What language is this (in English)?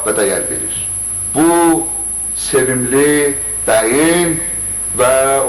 South Azerbaijani